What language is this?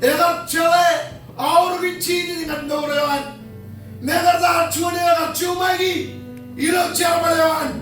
Marshallese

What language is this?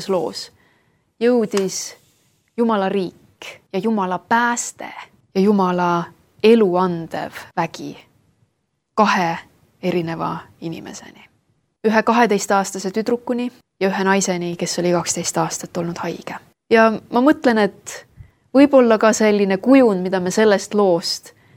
Estonian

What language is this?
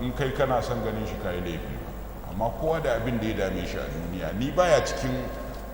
Hausa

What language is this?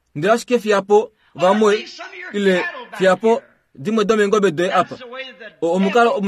Kuanyama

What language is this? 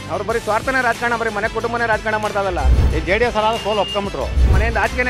Kannada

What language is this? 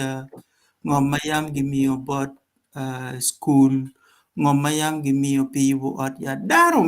Acoli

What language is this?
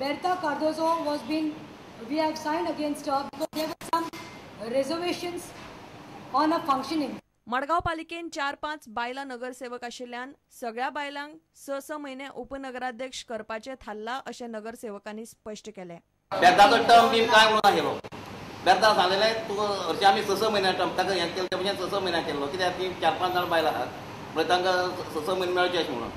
Konkani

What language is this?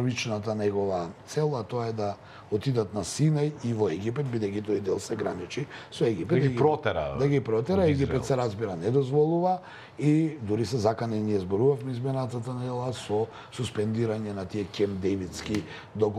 Macedonian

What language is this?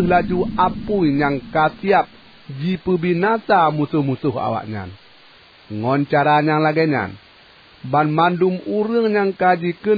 Achinese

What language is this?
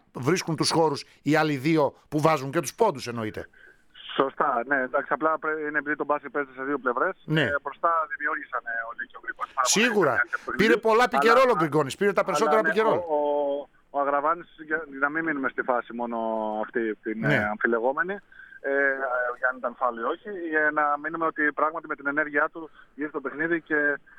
Greek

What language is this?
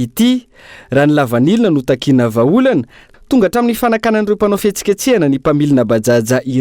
Malagasy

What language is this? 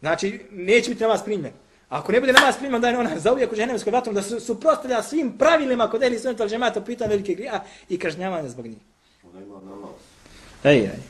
Bosnian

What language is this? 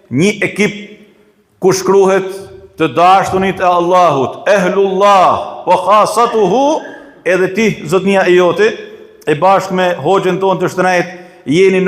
Albanian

